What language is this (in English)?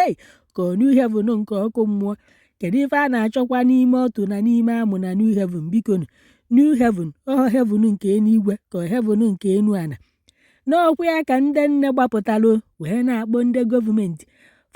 Igbo